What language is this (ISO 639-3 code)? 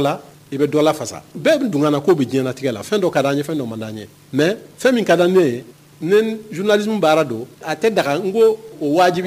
bam